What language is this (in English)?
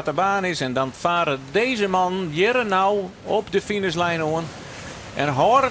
Western Frisian